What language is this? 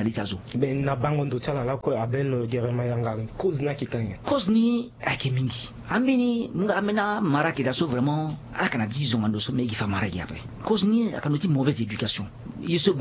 Sango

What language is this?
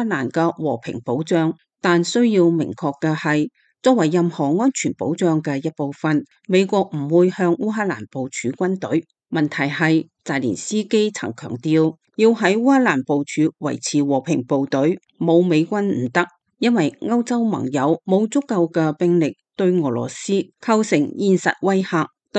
Cantonese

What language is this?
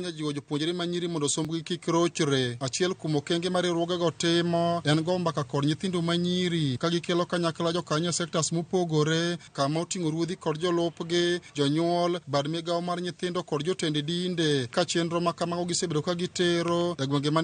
Luo (Kenya and Tanzania)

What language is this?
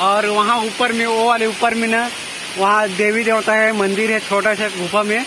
Chhattisgarhi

